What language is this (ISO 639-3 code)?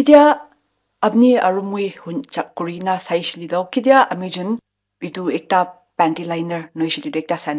nag